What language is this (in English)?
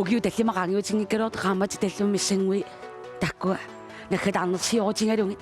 Kalaallisut